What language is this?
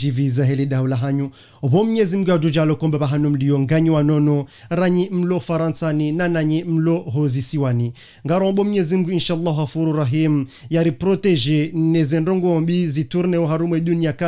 Ngazidja Comorian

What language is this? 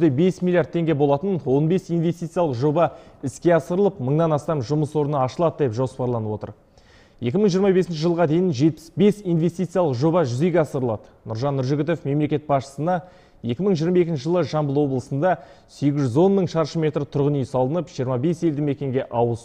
Kazakh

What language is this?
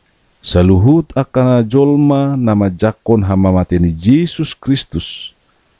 Batak Toba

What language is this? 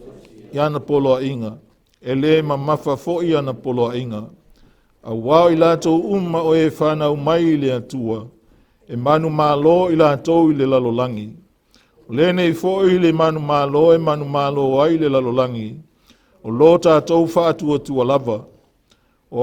Samoan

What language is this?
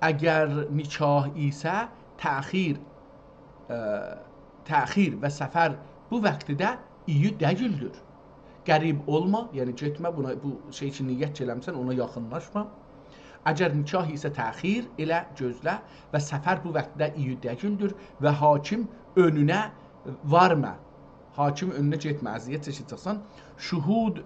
South Azerbaijani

